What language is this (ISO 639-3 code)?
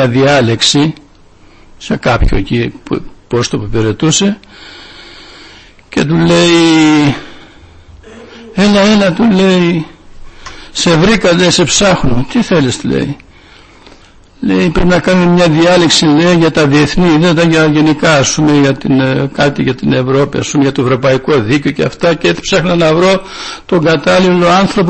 ell